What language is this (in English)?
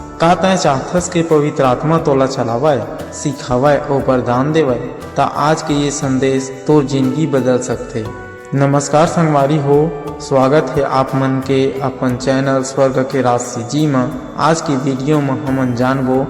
Chhattisgarhi